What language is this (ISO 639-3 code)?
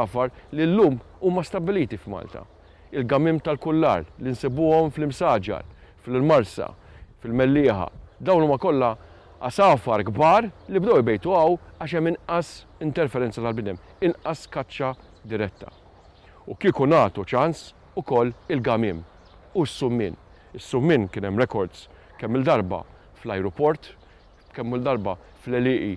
mlt